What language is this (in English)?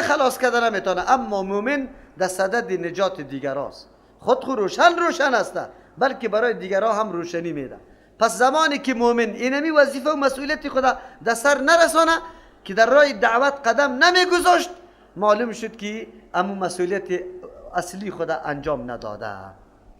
Persian